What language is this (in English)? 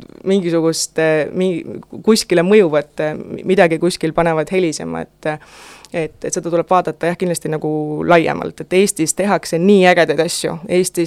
Estonian